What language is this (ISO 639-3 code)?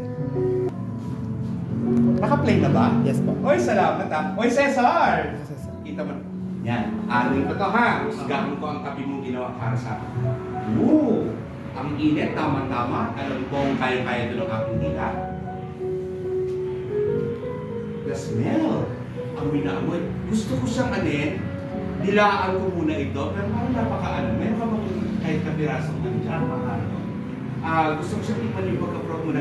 fil